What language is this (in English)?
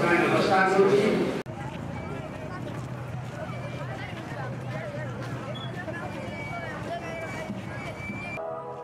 Odia